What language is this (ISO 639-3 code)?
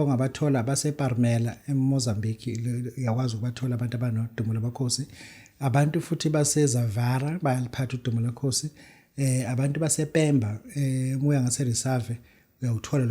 zul